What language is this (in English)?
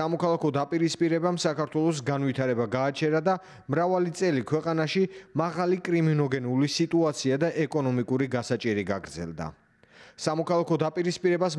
Georgian